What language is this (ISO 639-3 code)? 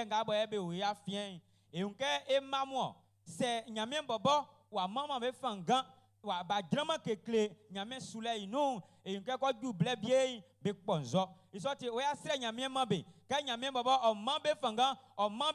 bci